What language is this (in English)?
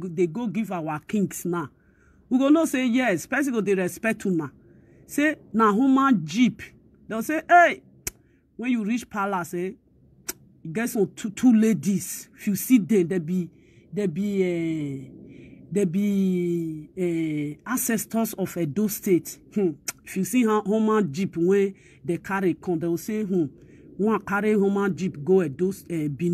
Nigerian Pidgin